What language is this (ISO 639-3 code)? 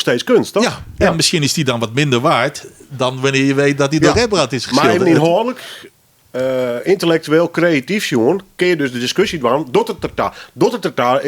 fry